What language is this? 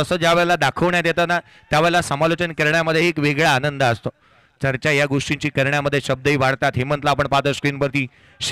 Marathi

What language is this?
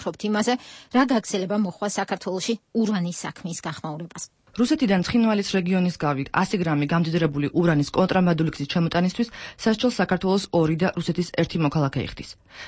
Georgian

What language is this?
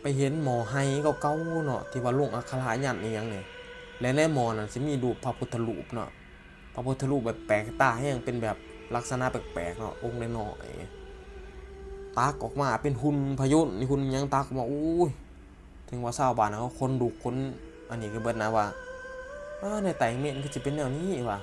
Northeastern Thai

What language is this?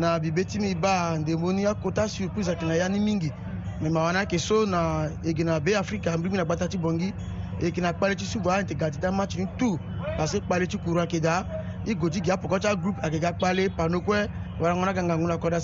Sango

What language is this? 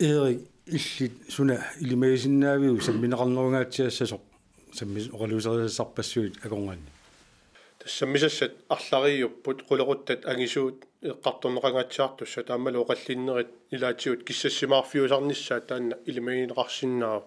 Kalaallisut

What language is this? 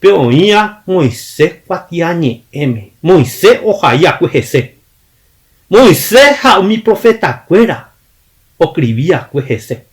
Guarani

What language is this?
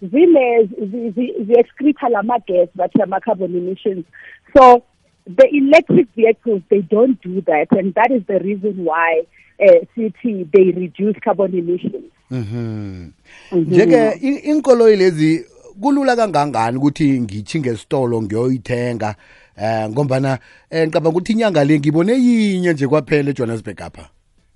South Ndebele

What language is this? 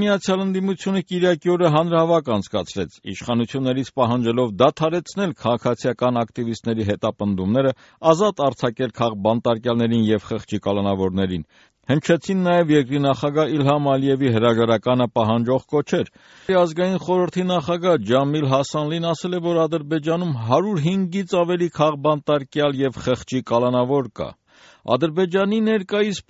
Armenian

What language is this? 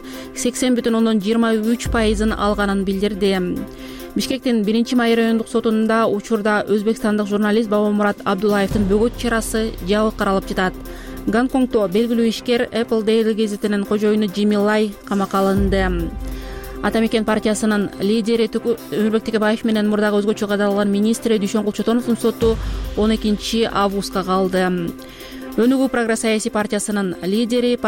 Kyrgyz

